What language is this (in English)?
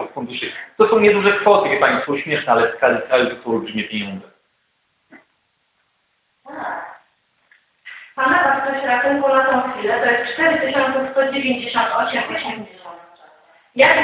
Polish